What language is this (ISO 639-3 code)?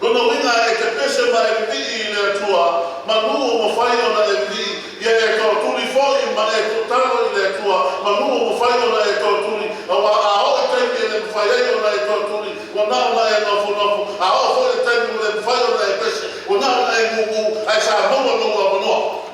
smo